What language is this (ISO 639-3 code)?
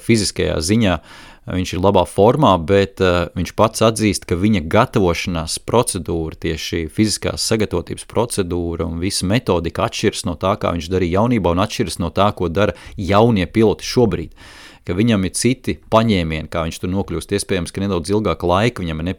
lav